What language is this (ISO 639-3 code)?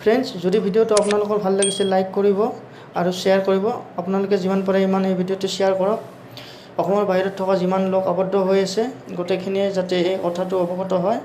asm